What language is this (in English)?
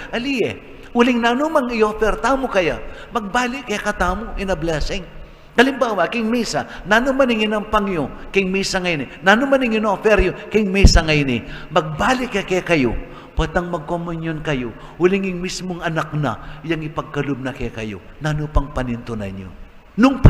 Pampanga